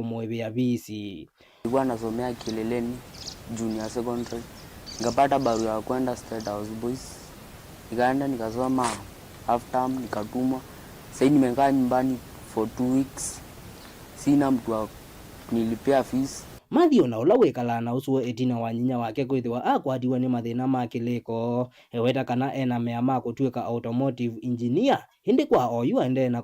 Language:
Kamba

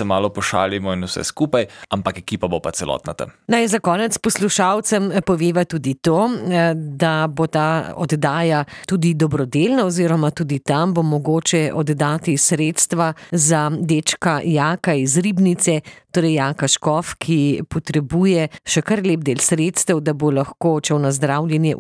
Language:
Slovenian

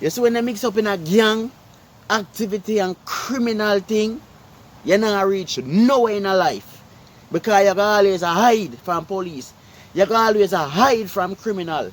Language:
Jamaican Creole English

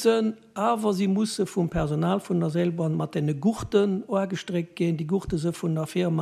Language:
Luxembourgish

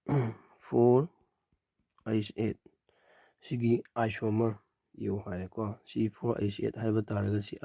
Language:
Manipuri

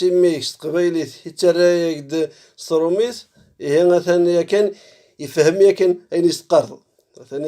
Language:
Kabyle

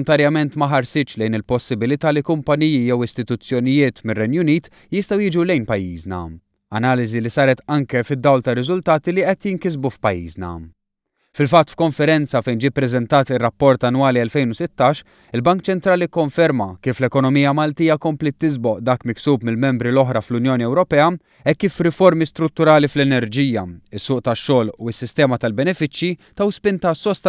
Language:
Maltese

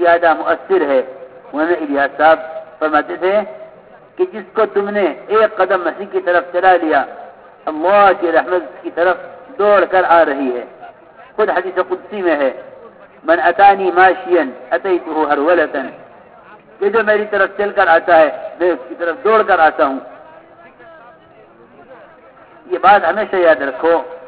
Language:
Bangla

